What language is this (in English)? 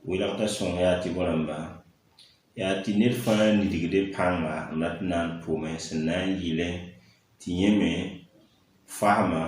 Mossi